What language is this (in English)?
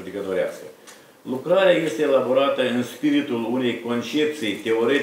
Romanian